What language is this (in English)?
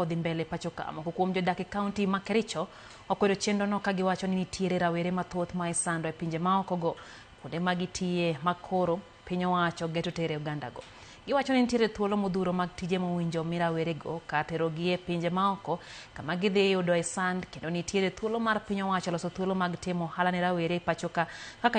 Luo (Kenya and Tanzania)